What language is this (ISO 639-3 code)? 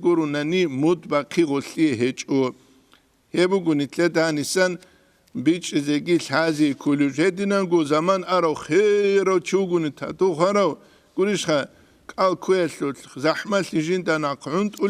ava